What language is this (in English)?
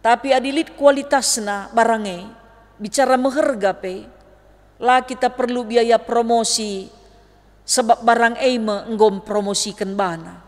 Batak Karo